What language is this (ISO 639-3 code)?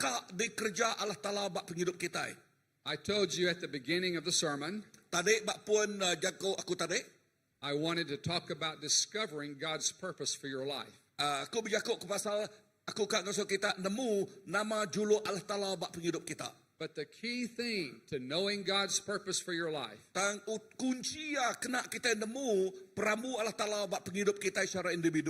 iba